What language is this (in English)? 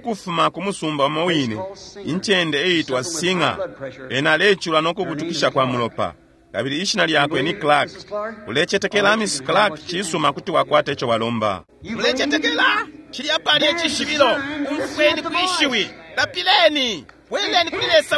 Bemba